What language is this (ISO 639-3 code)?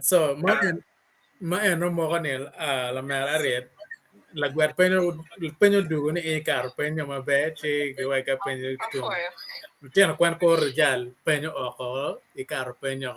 ach